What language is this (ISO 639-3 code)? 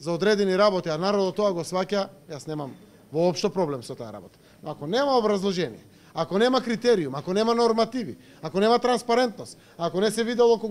mkd